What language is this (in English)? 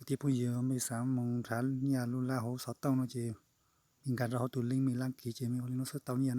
Hmong